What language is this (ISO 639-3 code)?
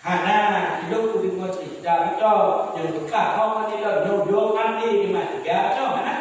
ace